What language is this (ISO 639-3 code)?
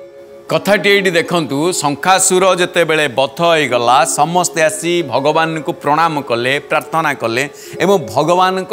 ori